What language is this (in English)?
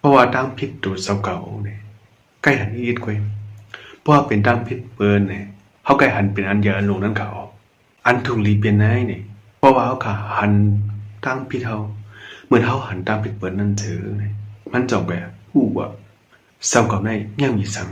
Shan